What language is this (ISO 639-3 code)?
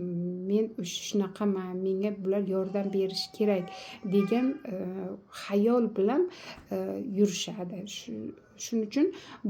uzb